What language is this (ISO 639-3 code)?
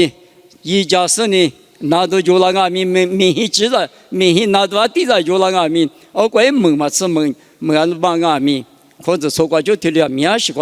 lis